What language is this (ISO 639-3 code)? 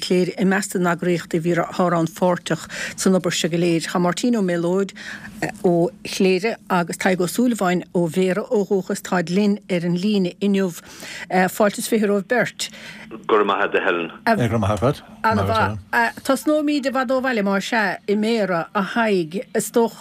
gle